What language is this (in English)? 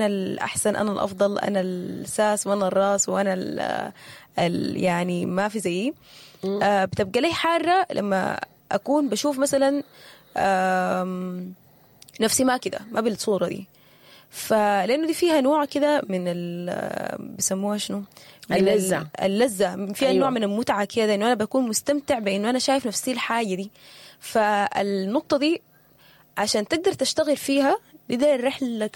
Sudanese Arabic